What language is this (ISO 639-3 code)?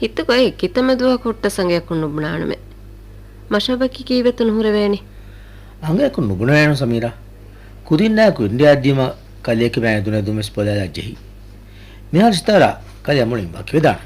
div